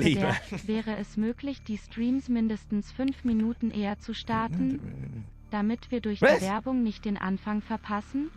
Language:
Bavarian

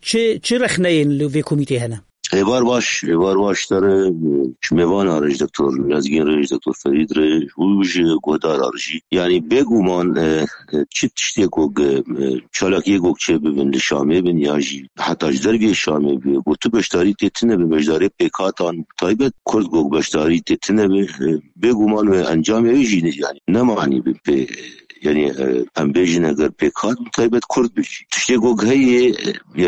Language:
Kurdish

